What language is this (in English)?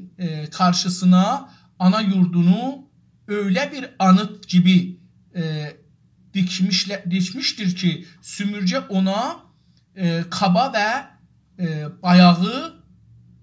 South Azerbaijani